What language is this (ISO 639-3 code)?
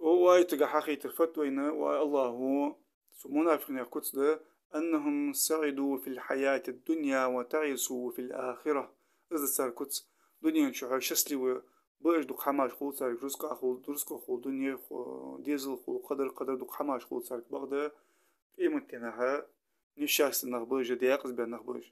inh